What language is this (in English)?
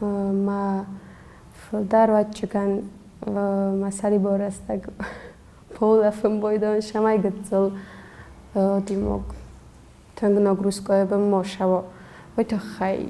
Ossetic